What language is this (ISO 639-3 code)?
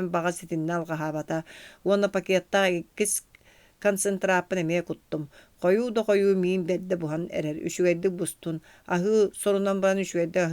sah